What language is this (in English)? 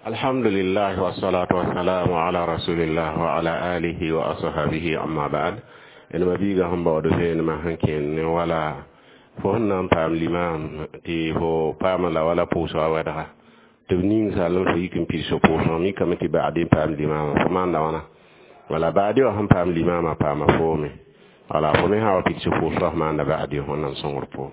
Mossi